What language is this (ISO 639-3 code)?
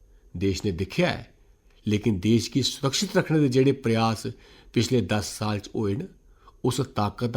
doi